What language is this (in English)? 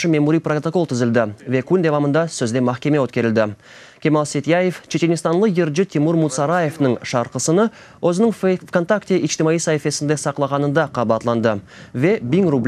Crimean Tatar